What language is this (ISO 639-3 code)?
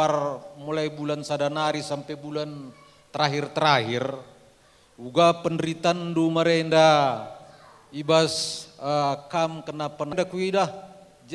btx